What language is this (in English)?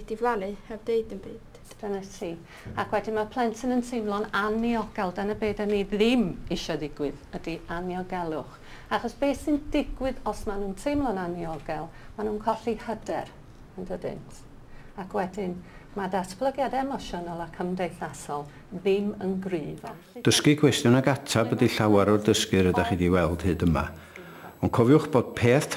Welsh